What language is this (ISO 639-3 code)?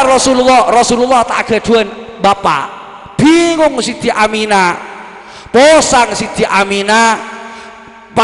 mad